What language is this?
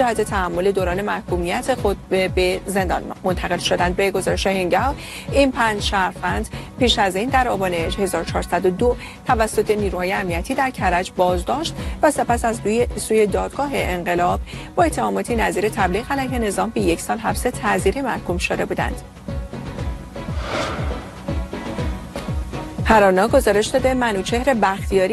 Persian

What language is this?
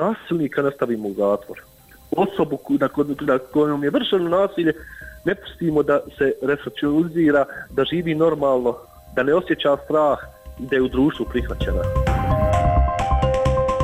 Bosnian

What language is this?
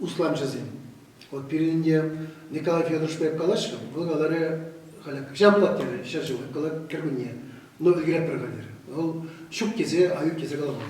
Chuvash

